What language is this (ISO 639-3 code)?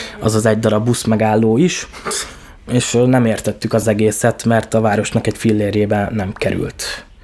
hun